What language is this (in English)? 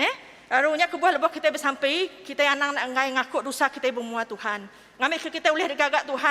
Iban